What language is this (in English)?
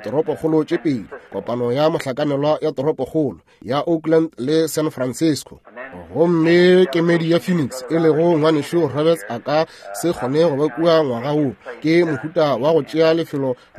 Northern Sotho